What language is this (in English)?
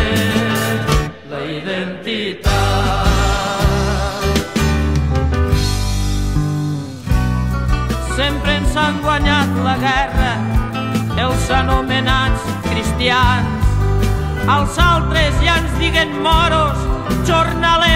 Catalan